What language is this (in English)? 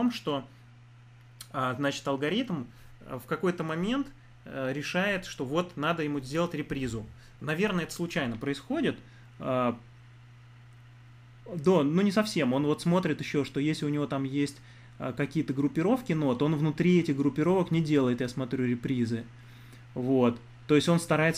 Russian